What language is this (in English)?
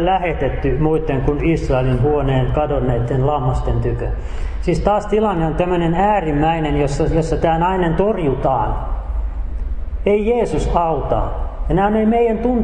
Finnish